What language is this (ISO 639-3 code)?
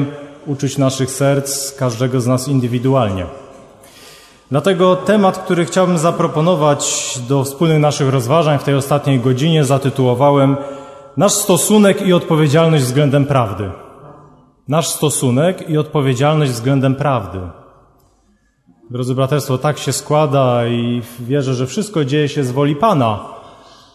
pol